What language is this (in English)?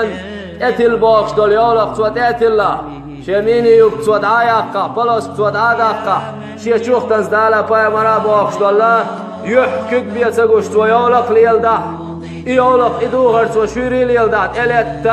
Chechen